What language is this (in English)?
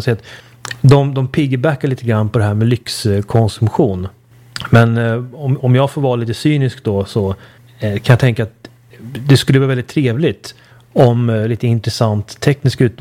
Swedish